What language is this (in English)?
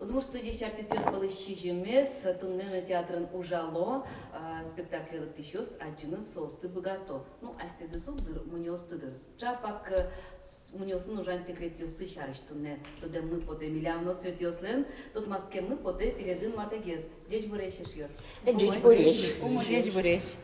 Udmurt